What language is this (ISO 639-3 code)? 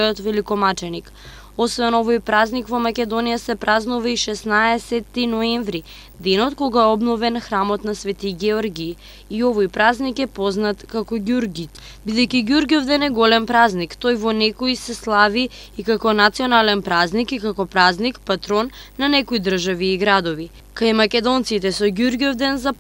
mkd